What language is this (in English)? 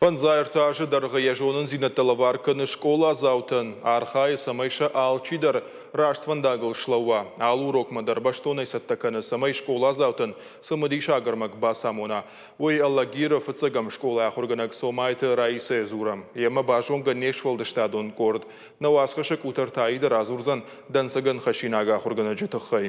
Ossetic